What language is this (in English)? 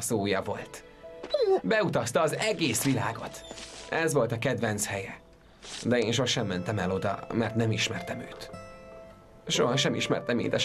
Hungarian